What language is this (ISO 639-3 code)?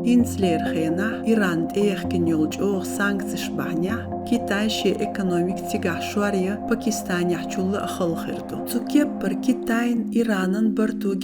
che